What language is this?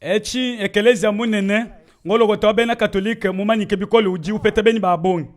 Luba-Lulua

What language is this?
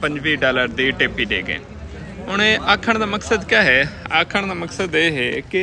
Saraiki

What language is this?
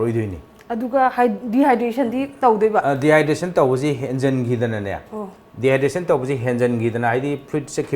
Manipuri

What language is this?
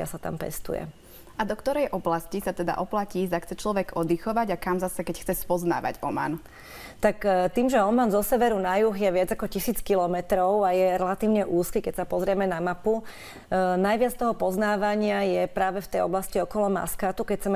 Slovak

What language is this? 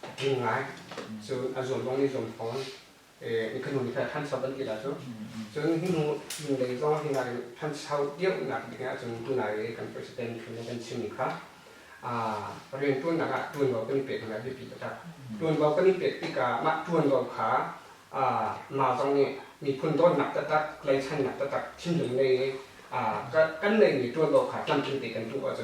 Hakha Chin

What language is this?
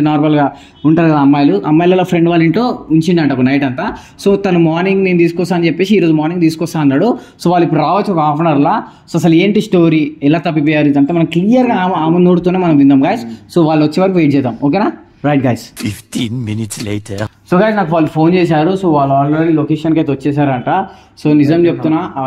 Telugu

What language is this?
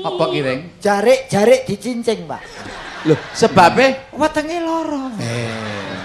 Javanese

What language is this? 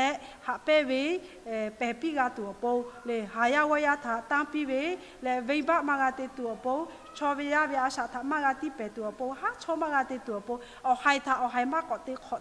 Lahu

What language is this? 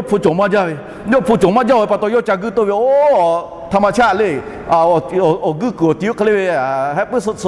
Lahu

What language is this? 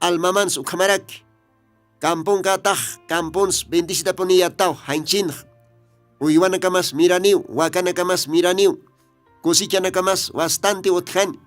Aymara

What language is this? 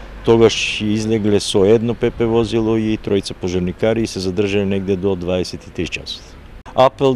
Macedonian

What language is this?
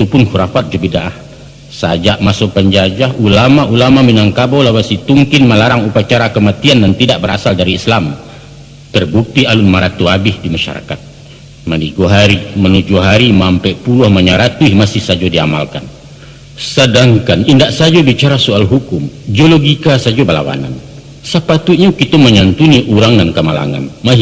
Minangkabau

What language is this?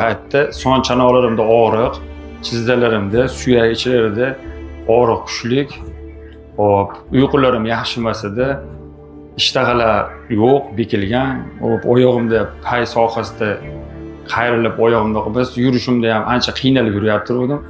Uzbek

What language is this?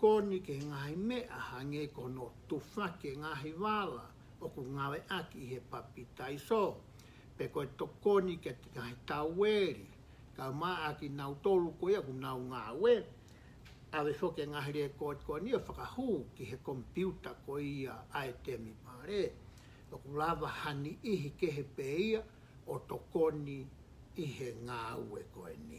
Tongan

